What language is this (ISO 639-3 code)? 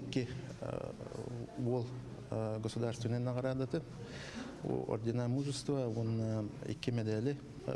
sah